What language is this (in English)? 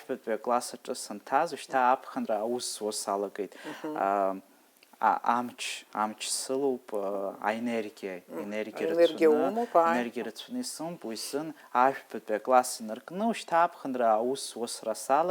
Abkhazian